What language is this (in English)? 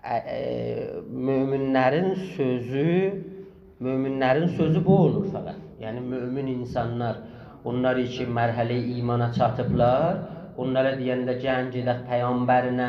South Azerbaijani